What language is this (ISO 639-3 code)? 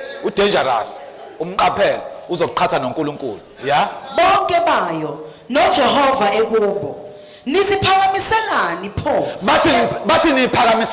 zul